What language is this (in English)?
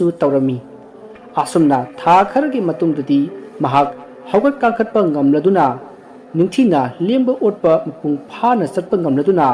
Manipuri